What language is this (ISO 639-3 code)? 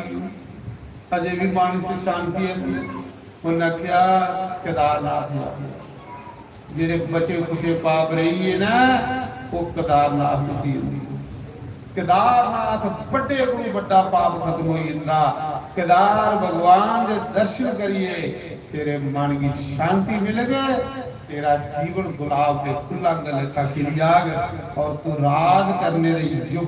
doi